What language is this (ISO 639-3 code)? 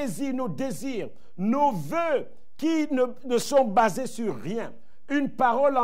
fra